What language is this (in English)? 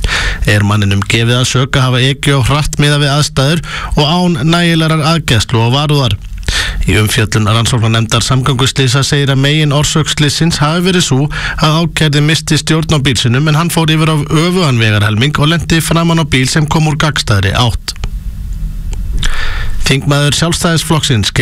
Icelandic